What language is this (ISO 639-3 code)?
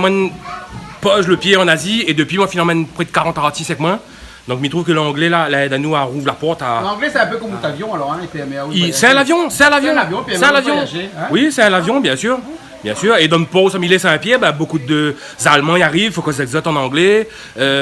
rcf